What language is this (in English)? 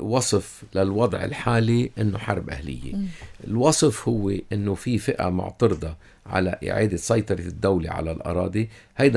North Levantine Arabic